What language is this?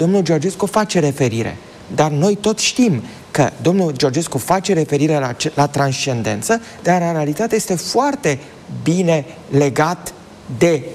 Romanian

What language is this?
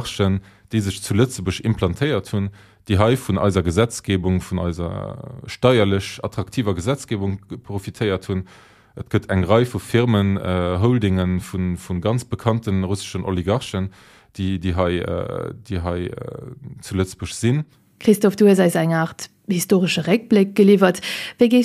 Luxembourgish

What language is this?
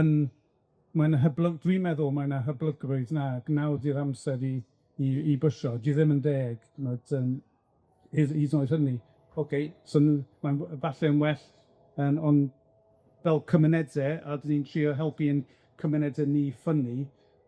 Welsh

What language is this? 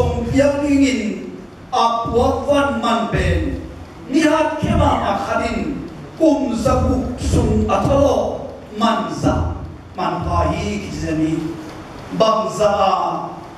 Tedim Chin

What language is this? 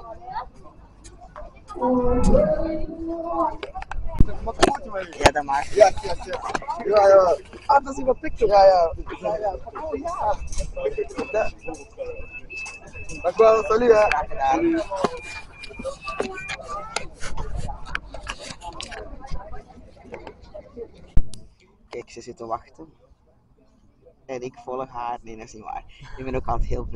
Dutch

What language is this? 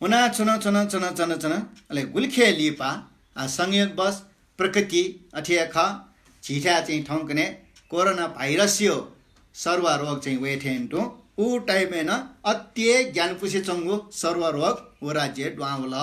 Newari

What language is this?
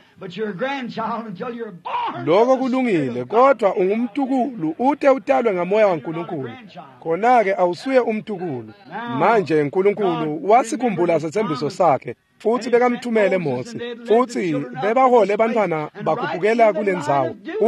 Swati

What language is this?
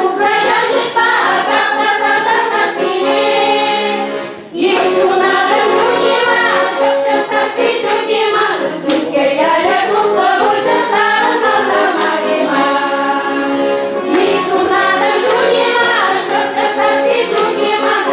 Chuvash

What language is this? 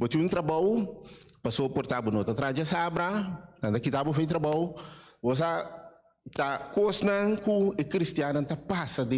Papiamento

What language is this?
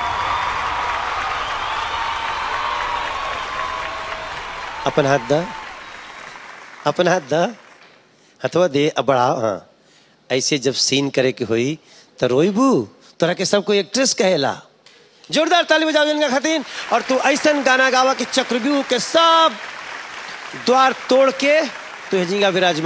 Bhojpuri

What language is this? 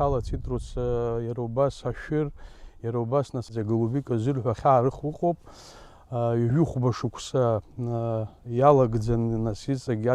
Abkhazian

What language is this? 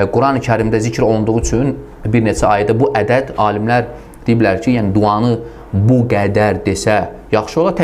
Azerbaijani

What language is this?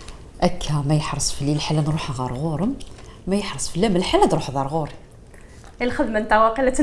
Kabyle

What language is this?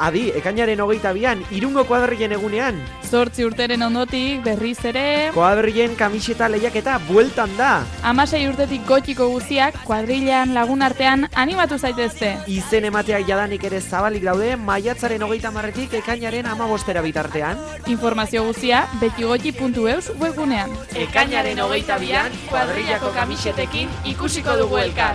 Basque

